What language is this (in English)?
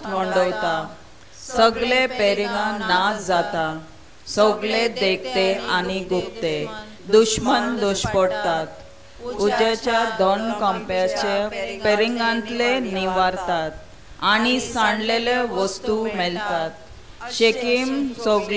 Konkani